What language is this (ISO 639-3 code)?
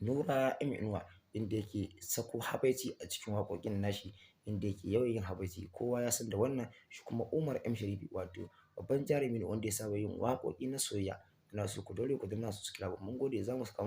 hau